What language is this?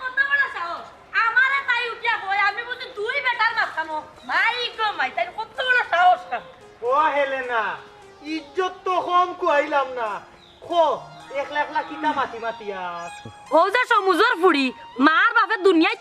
Sylheti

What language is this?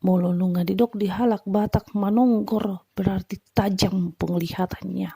Batak Toba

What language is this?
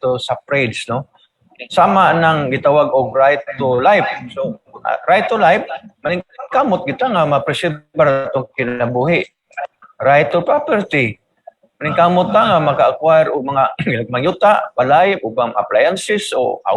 Cebuano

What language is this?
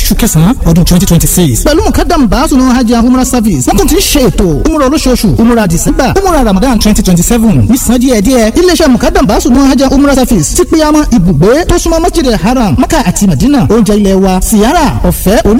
Yoruba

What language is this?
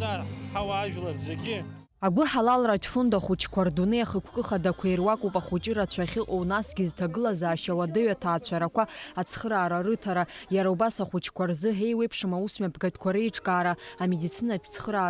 Abkhazian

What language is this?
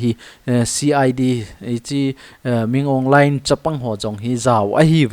Thado Chin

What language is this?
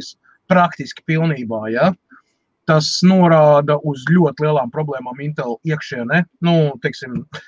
Latvian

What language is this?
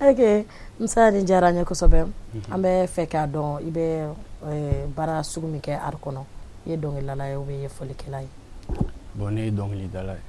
Bambara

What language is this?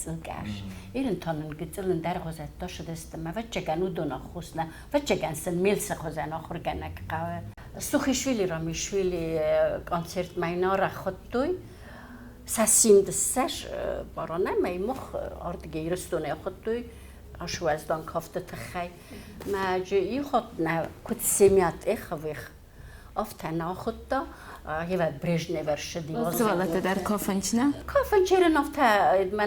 Ossetic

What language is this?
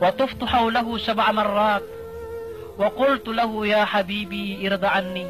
Maranao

